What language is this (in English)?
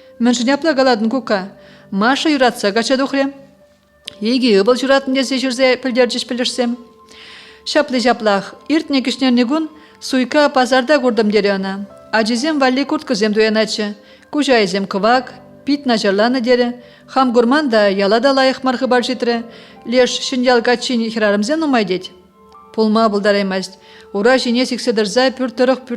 Chuvash